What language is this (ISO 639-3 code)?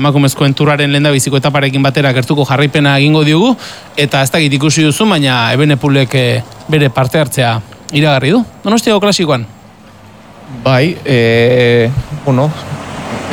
eus